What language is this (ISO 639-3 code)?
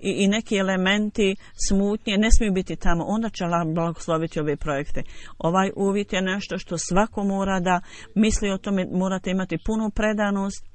bos